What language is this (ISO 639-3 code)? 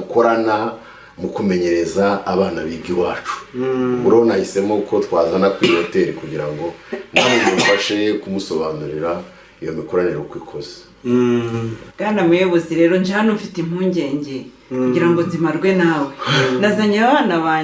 kin